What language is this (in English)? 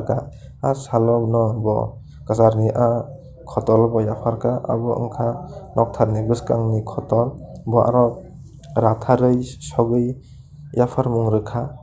Kok Borok